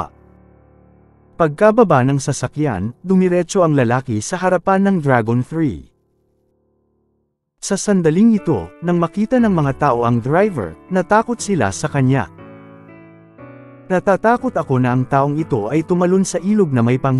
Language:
Filipino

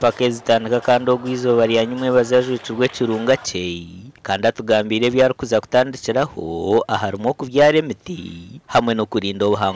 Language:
Nyankole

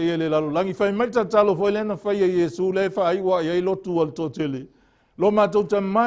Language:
Samoan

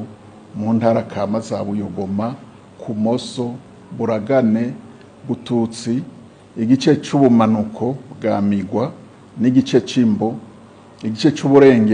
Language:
Rundi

